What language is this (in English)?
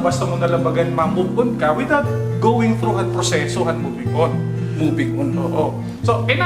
Waray